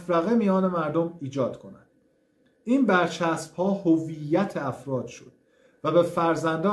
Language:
Persian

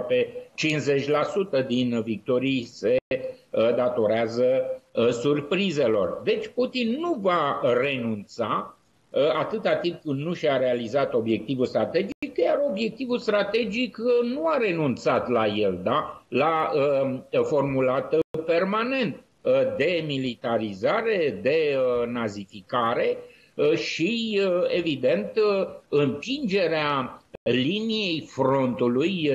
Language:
Romanian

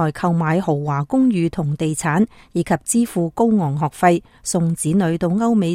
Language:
Cantonese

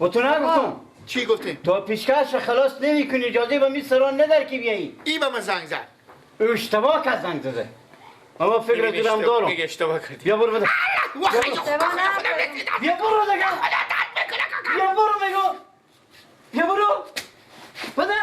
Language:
Persian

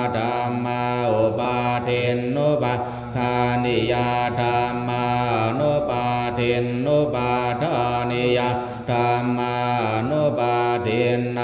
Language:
Pali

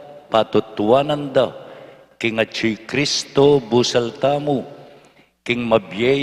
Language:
Pampanga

